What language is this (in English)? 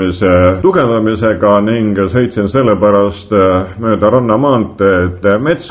Estonian